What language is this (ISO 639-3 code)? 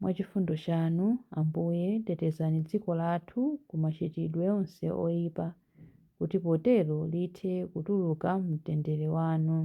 nya